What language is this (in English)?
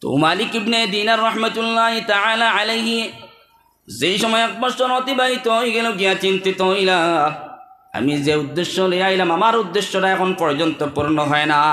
Sylheti